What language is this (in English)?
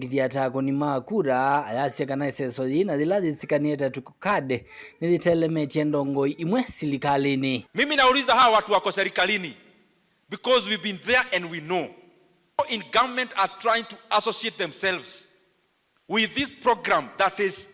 Kamba